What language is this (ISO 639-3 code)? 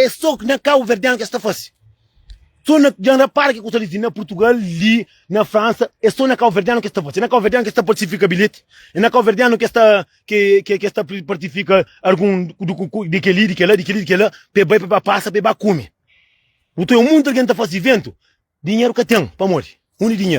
kea